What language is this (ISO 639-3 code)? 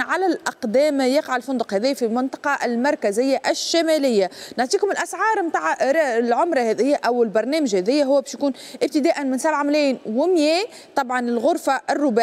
aeb